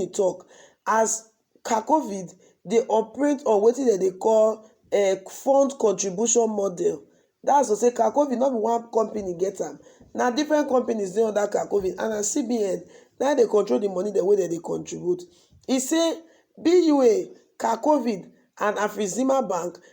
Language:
Nigerian Pidgin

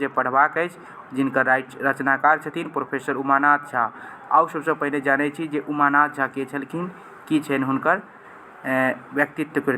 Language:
Maithili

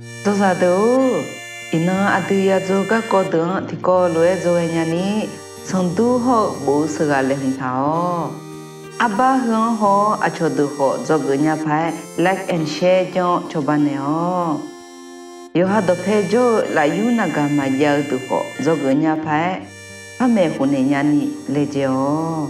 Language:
Akha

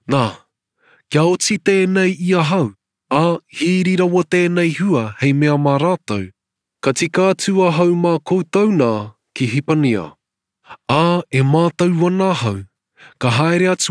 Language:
Māori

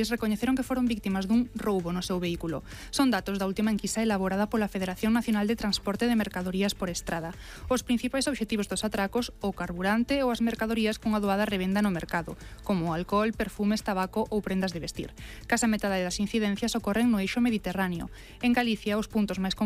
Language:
Galician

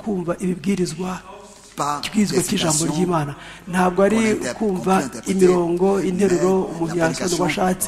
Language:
Kinyarwanda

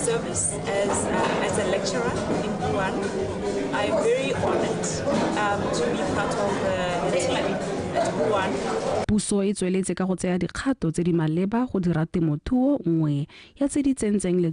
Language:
Tswana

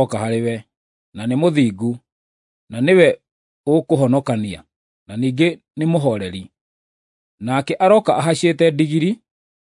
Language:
Kikuyu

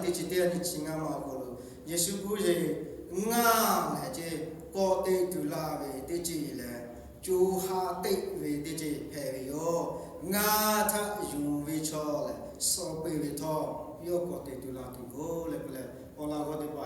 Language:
Lahu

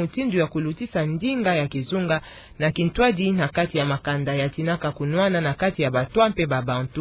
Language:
Kituba (Democratic Republic of Congo)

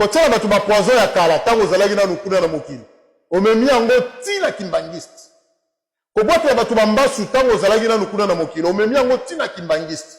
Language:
Lingala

